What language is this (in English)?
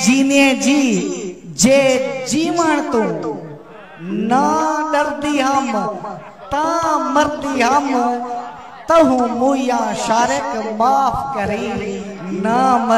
Saraiki